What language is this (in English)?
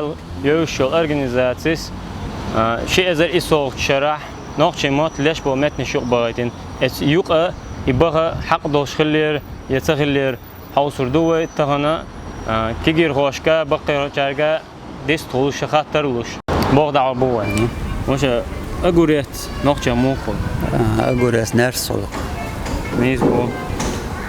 Chechen